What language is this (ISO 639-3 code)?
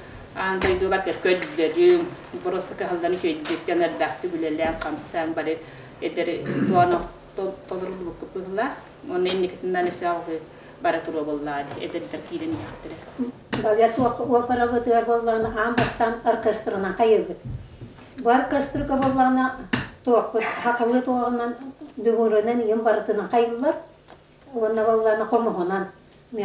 sah